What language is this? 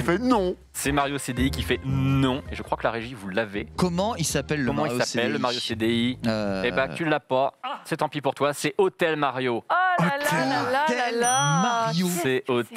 French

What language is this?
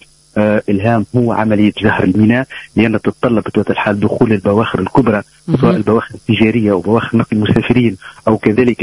Tunisian Arabic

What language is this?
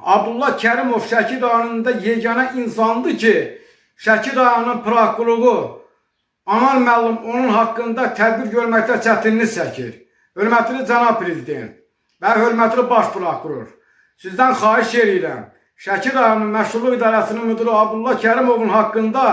Azerbaijani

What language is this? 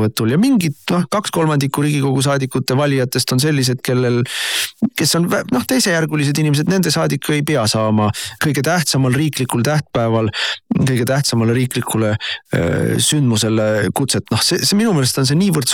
Estonian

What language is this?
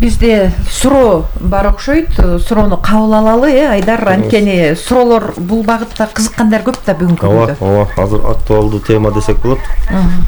Kyrgyz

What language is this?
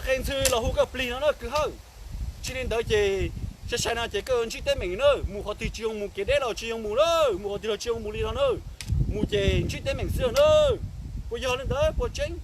Hmong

